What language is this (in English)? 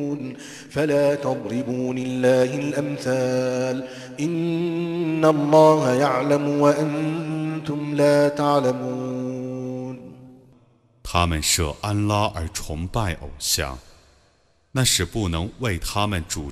Chinese